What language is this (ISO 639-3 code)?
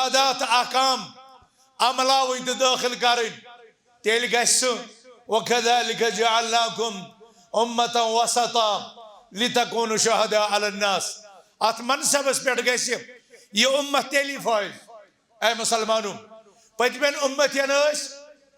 kas